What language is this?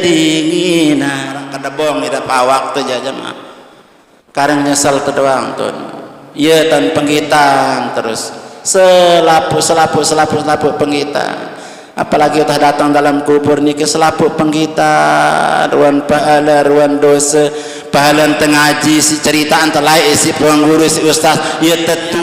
Sasak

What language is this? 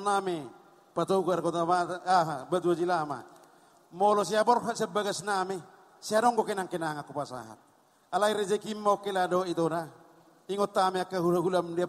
Batak Toba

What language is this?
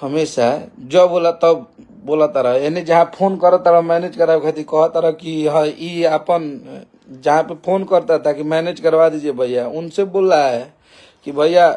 Bhojpuri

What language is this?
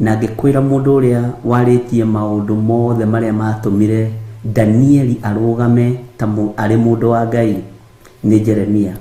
Kikuyu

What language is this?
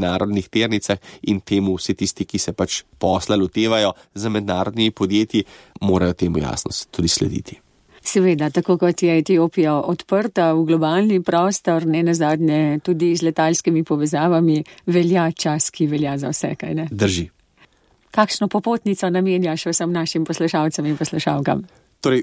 Slovenian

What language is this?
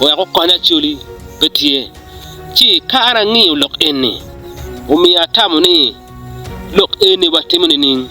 Acoli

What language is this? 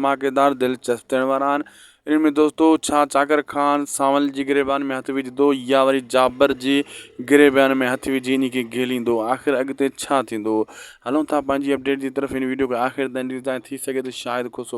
Sindhi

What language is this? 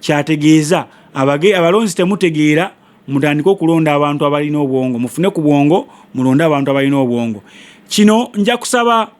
Ganda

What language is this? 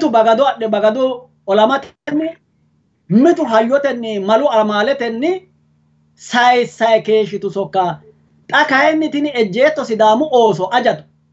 Sidamo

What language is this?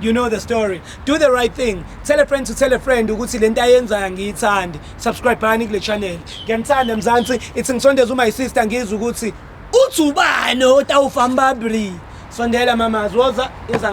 Zulu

